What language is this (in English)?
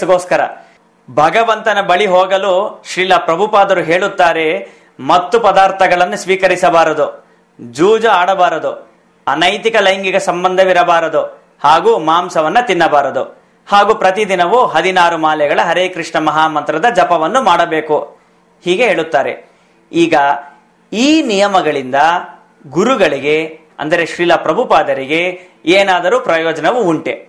Kannada